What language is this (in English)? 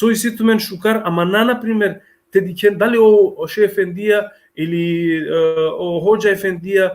Balkan Romani